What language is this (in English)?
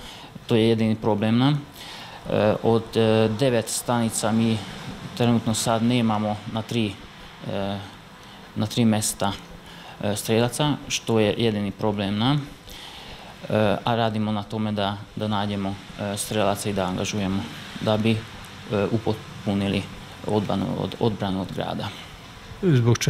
Serbian